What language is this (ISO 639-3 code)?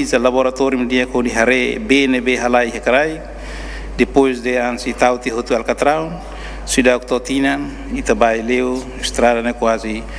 tet